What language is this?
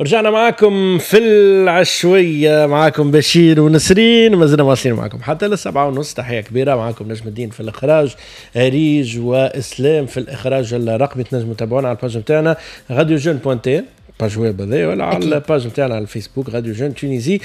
Tunisian Arabic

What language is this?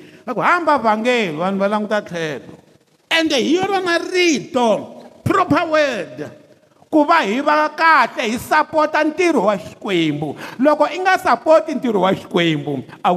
Tsonga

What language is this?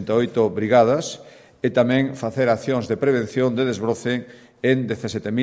Galician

